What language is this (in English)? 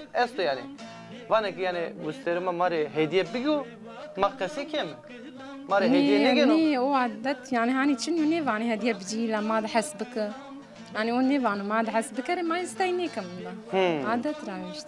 Zaza